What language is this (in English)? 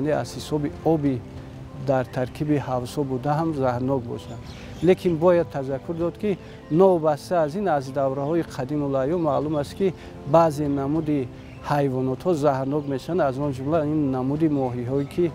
Tajik